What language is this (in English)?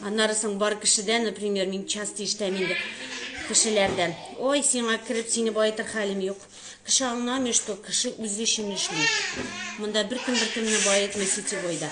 Tatar